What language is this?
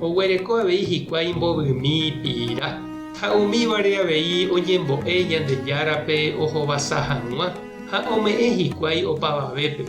Guarani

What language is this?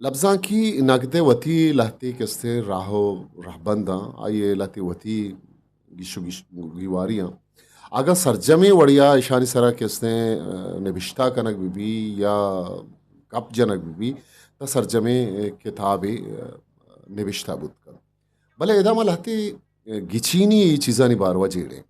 Eastern Balochi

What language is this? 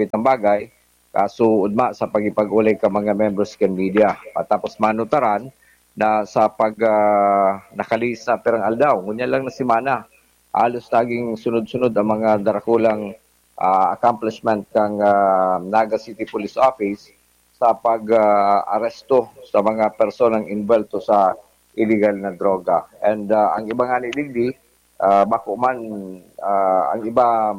Bikol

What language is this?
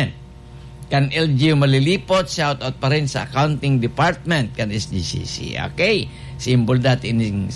Bikol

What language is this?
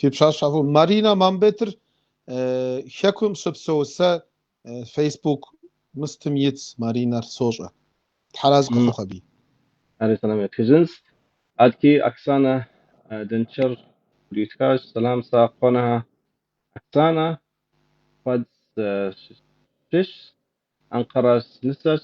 Kabardian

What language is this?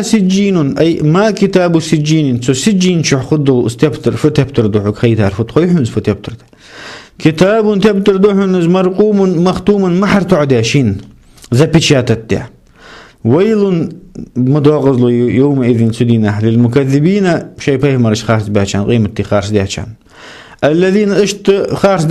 Ingush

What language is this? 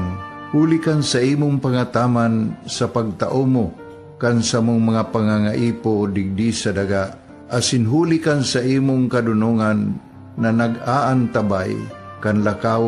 Bikol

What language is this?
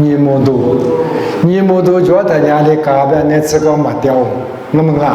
Lisu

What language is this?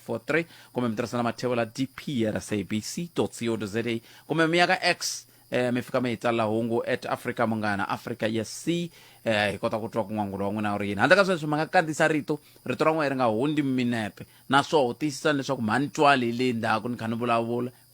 Tsonga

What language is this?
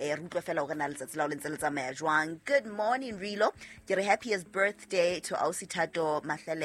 Southern Sotho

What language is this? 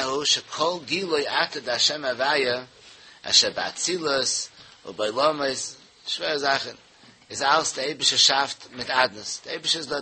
Yiddish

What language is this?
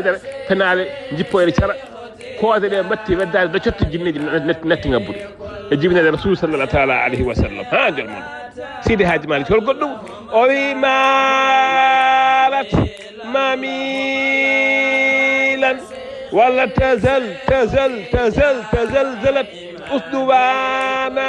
Fula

